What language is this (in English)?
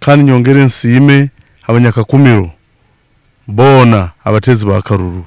Nyankole